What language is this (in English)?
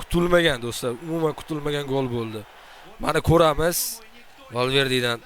Uzbek